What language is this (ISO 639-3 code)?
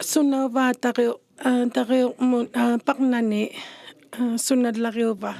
iku